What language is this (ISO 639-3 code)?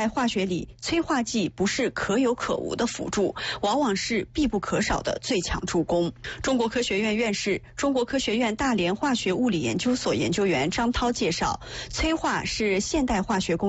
zho